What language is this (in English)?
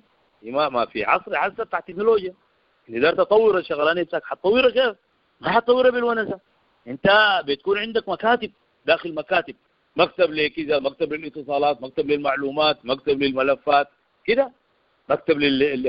Sudanese Arabic